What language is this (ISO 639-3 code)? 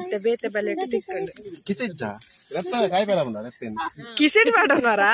tcy